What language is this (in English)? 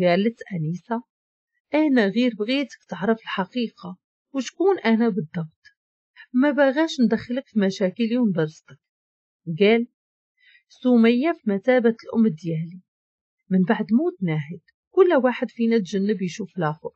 Moroccan Arabic